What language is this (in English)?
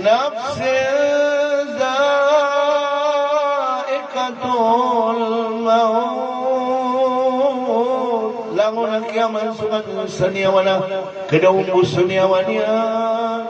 Maranao